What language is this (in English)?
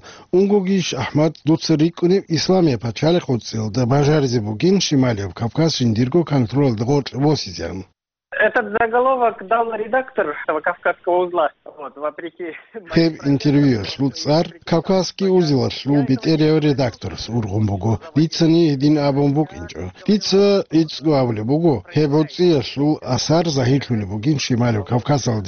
Avaric